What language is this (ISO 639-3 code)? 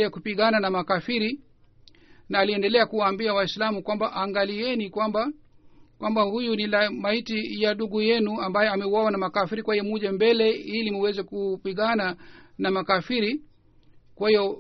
swa